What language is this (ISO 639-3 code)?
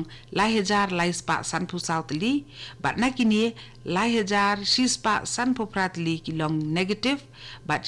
kha